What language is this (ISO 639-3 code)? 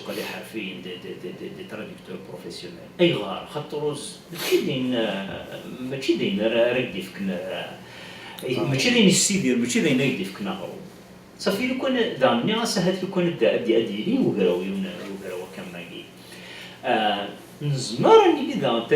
kab